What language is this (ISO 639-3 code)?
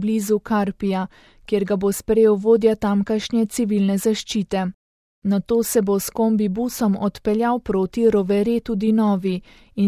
slv